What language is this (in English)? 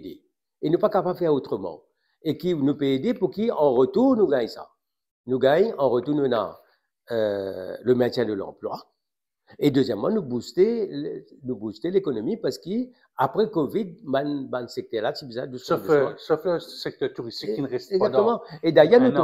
Morisyen